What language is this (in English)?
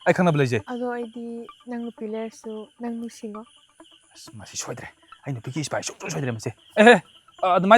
Manipuri